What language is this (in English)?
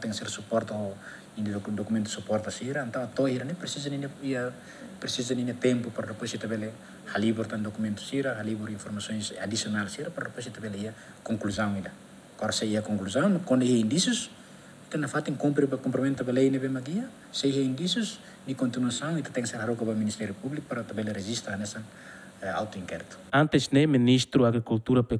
Tetum